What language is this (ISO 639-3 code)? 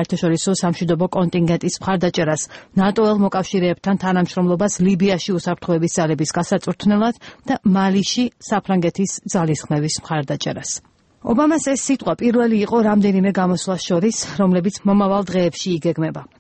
kat